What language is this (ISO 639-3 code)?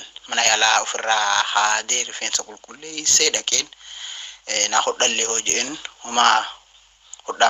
orm